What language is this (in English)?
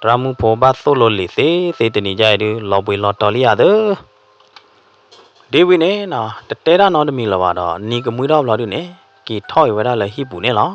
S'gaw Karen